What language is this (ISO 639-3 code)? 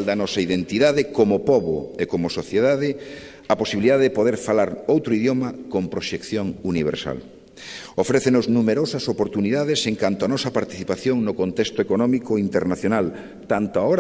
glg